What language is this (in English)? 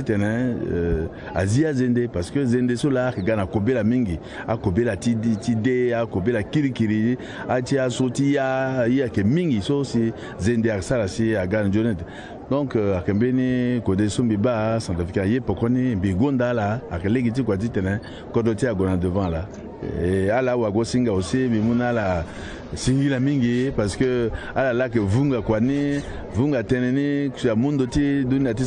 Sango